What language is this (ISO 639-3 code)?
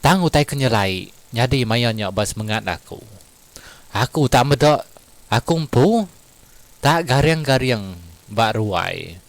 iba